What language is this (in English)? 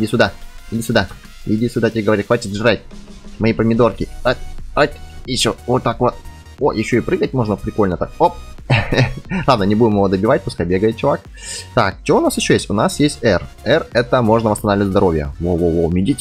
Russian